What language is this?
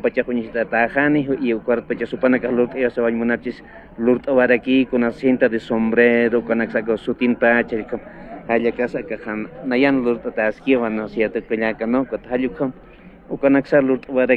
Aymara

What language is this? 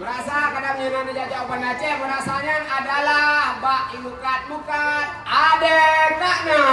Achinese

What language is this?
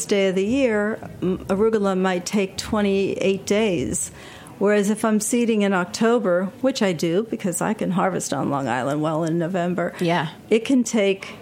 English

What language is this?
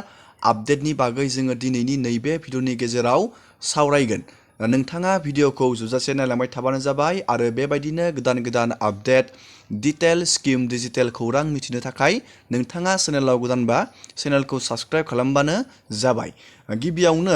Bodo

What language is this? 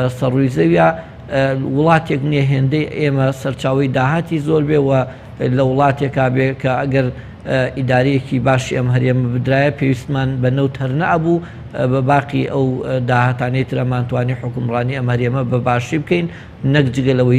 Central Kurdish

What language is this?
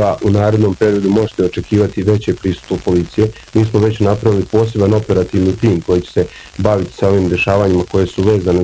Bosnian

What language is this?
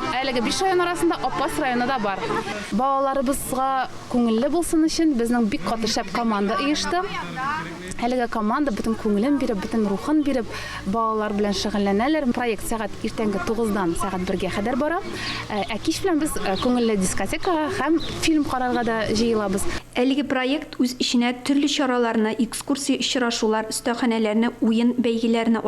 Tatar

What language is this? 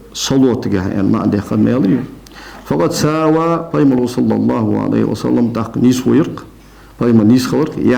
Ingush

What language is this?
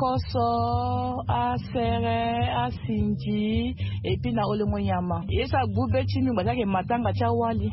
Sango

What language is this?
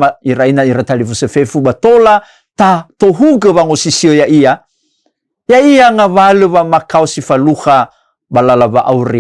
Nias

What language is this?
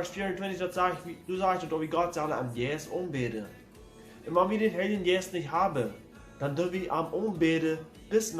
Plautdietsch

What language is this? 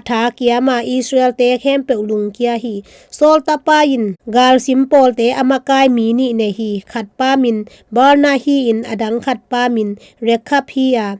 Tedim Chin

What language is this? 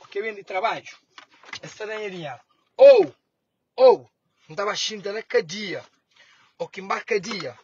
Kabuverdianu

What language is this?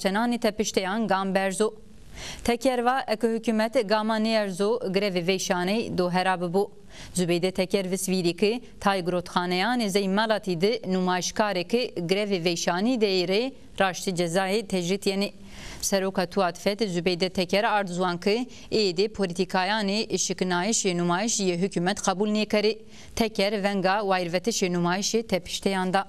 Zaza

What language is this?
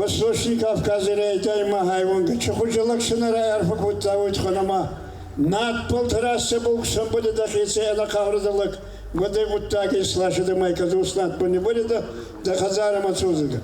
Ossetic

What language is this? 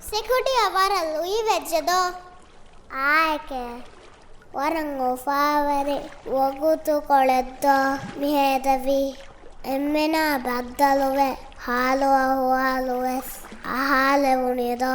Divehi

